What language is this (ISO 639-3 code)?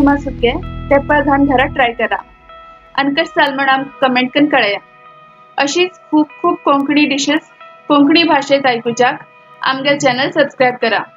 kok